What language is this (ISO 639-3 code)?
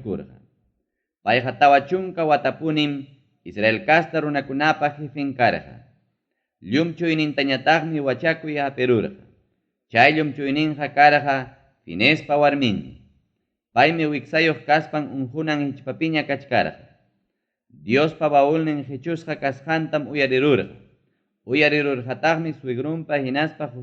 quy